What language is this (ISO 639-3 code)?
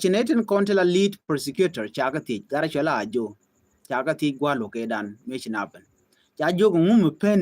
nus